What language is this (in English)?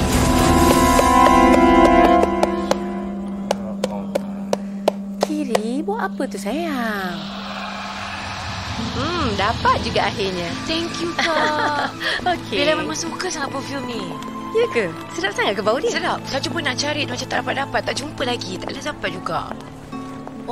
Malay